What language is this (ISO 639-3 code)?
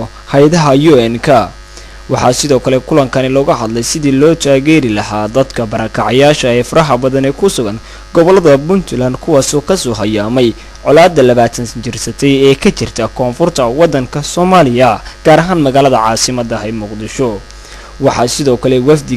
som